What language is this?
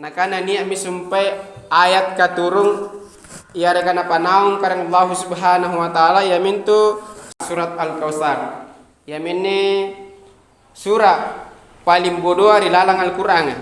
Makasar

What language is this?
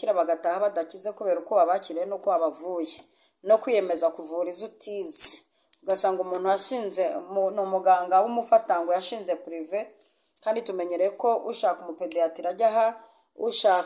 Kinyarwanda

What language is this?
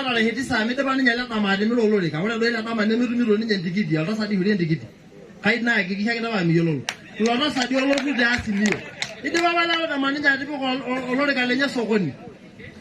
Masai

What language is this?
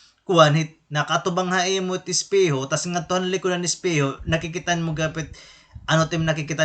Waray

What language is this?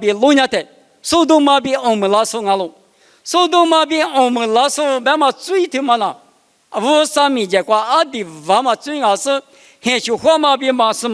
Lisu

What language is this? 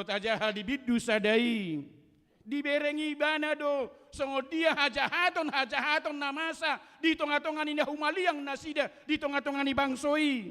Batak Toba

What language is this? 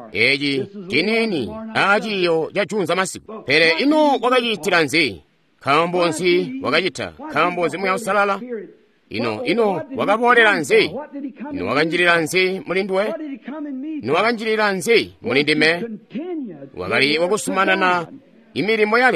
Tonga (Zambia)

